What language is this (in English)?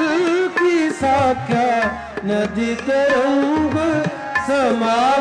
Hindi